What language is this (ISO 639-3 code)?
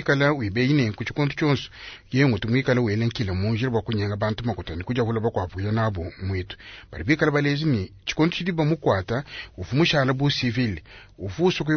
lua